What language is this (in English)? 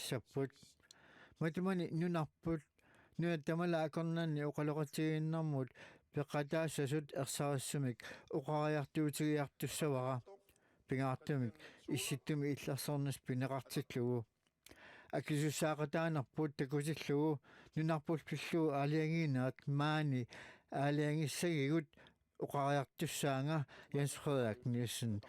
Kalaallisut